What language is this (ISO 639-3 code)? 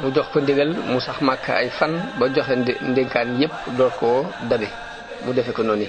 wol